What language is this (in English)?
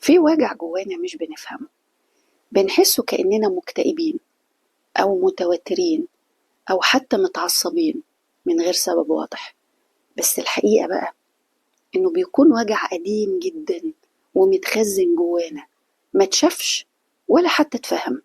Egyptian Arabic